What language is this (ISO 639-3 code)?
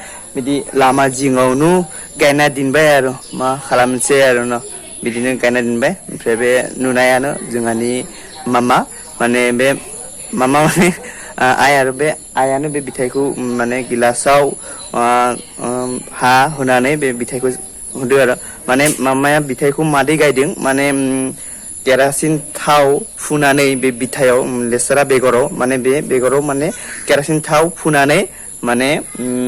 brx